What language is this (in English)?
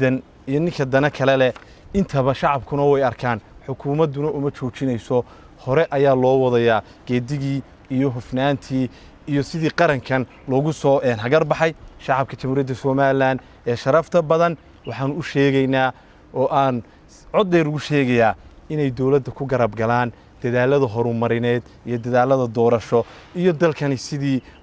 Somali